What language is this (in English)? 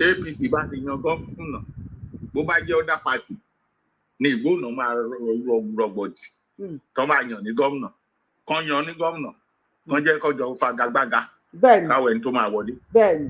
Yoruba